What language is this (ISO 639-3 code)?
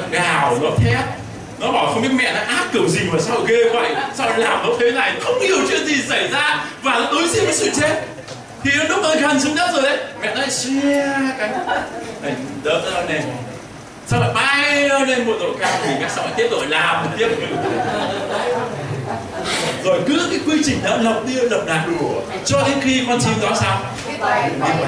vie